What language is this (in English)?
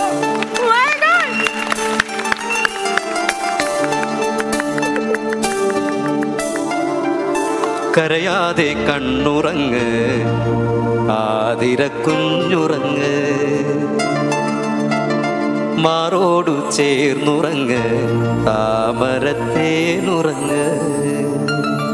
Malayalam